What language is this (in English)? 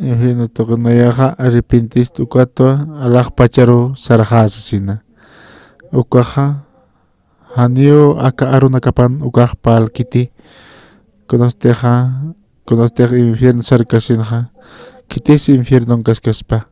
Aymara